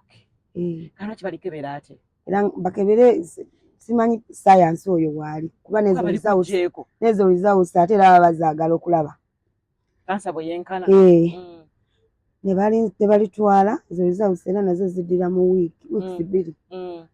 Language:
Ganda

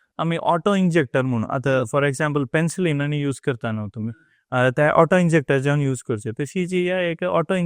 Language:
Konkani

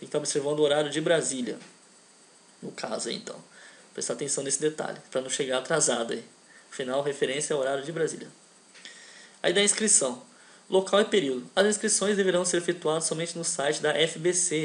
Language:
Portuguese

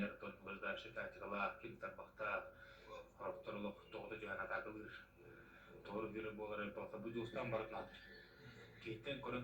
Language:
Yakut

